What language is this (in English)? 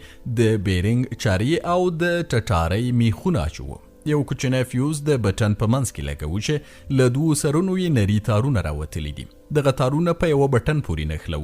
Pashto